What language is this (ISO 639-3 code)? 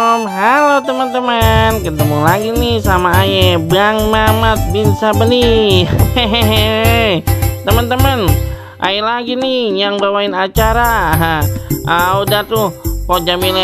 bew